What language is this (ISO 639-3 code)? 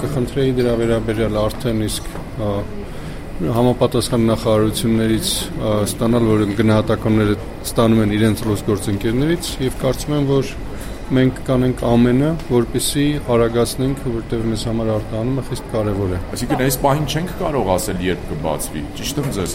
hye